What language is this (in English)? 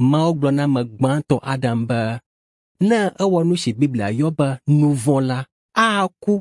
Ewe